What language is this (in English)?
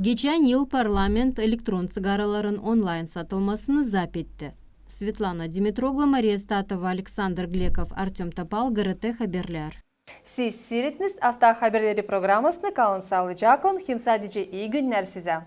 Gagauz